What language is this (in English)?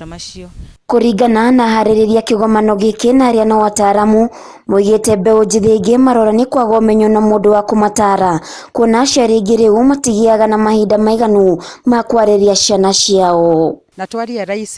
Kikuyu